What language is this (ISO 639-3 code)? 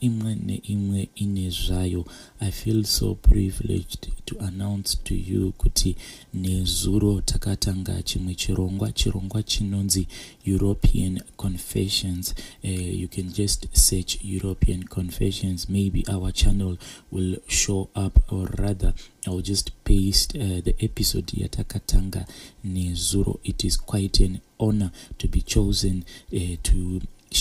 sna